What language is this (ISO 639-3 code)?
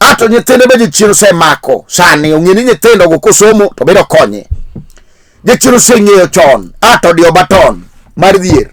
luo